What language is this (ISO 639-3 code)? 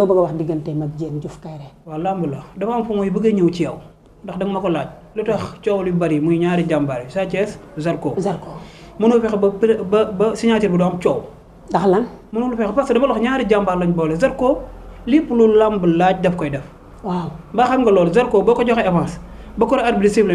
wol